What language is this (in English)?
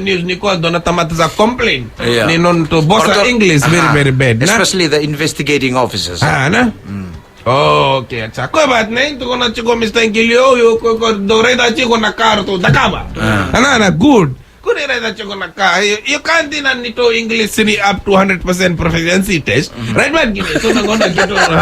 Fijian